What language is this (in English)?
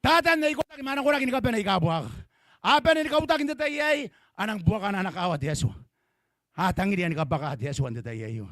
Gilbertese